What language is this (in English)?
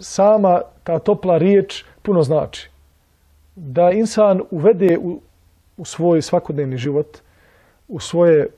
Bosnian